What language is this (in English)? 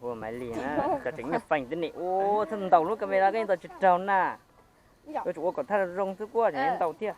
Hmong